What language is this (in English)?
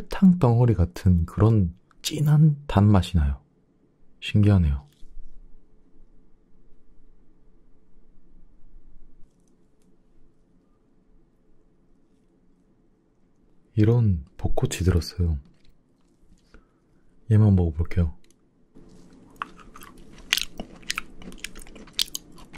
Korean